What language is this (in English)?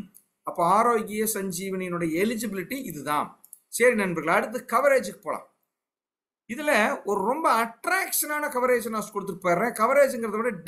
Tamil